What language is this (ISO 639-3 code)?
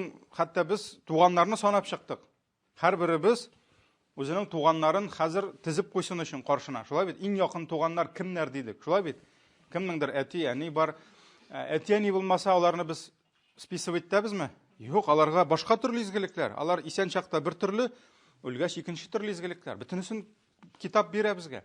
tat